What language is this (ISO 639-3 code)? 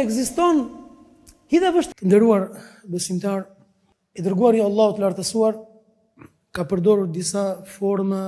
sqi